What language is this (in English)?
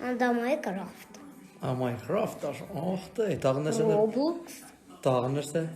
Tatar